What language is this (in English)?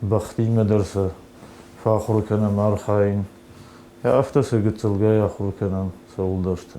Ossetic